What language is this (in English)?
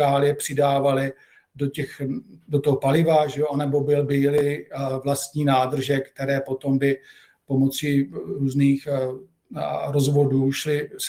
Czech